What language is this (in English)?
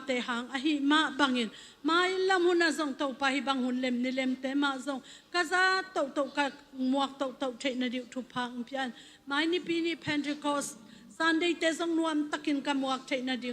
Tedim Chin